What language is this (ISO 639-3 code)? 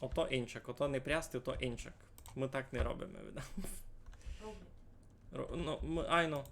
rue